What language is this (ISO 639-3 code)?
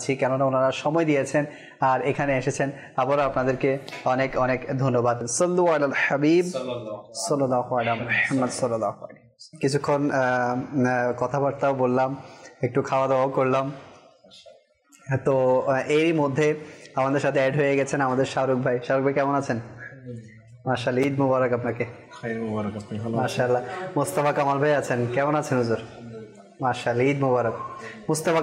ben